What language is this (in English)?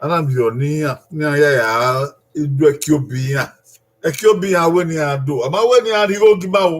Bini